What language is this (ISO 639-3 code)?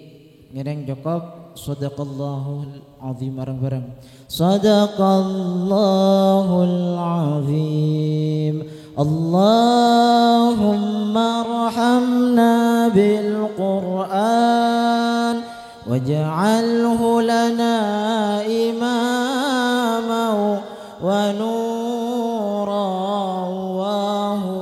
mad